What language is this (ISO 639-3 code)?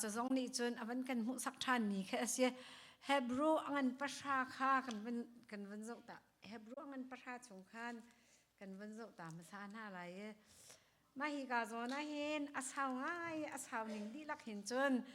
cnh